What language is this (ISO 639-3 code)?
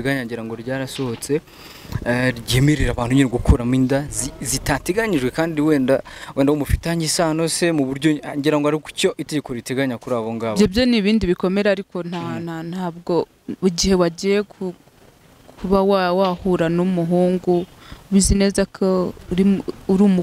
kin